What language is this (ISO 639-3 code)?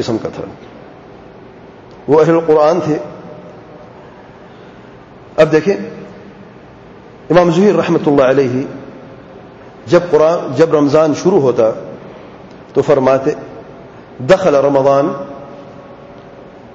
urd